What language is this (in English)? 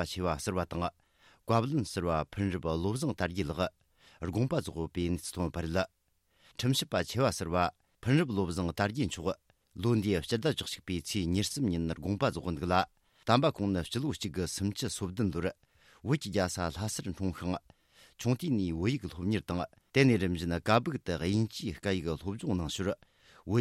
Tibetan